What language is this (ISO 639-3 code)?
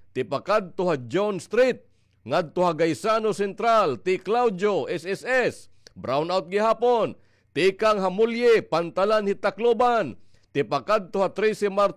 war